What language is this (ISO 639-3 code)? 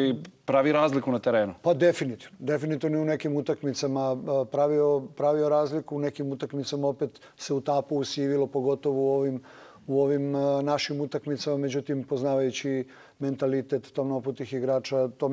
srp